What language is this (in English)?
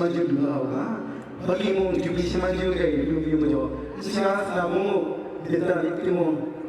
Kachin